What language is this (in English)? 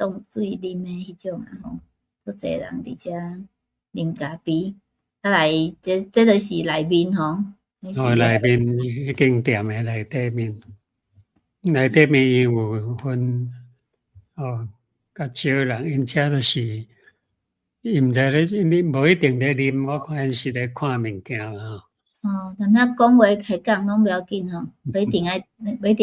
Min Nan Chinese